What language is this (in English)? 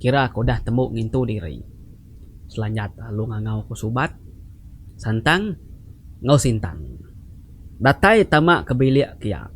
Iban